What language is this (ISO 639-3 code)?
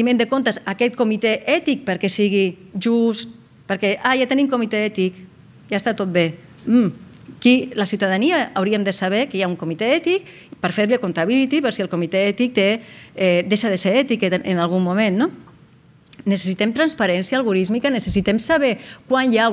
cat